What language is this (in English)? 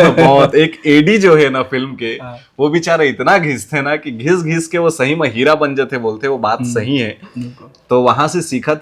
Chhattisgarhi